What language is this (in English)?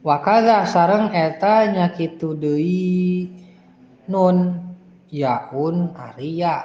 Sundanese